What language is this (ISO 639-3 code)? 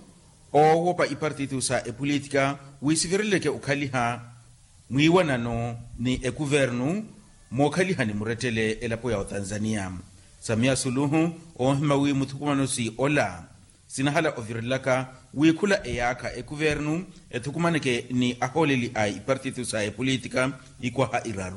vmw